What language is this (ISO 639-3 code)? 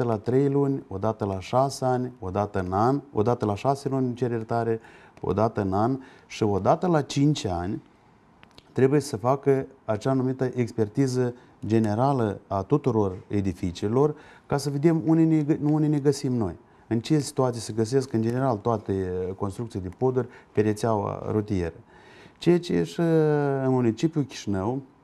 ron